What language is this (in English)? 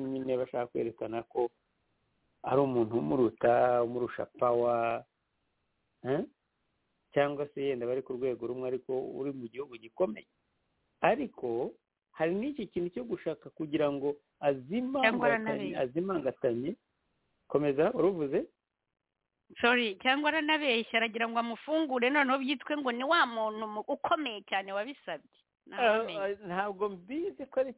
Kinyarwanda